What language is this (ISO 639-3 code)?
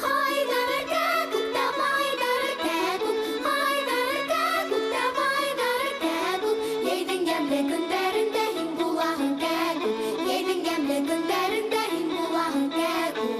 bak